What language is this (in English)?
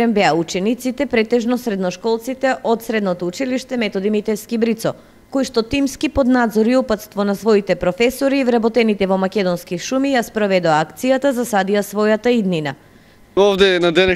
Macedonian